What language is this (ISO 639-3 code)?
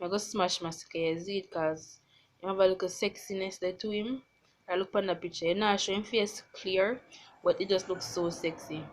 jam